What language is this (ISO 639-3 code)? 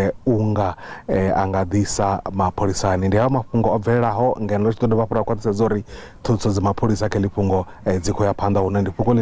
ven